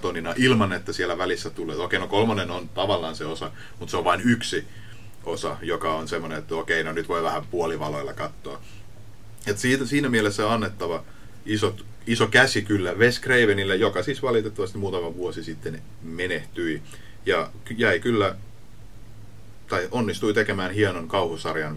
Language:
Finnish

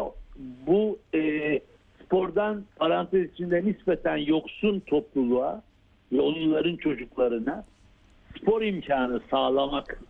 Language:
Turkish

